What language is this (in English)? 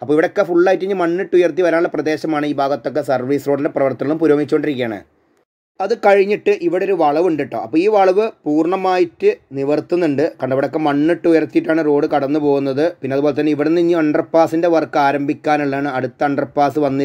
Malayalam